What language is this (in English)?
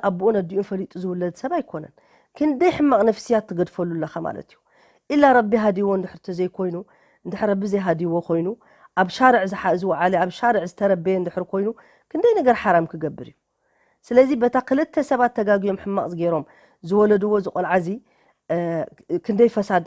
Tigrinya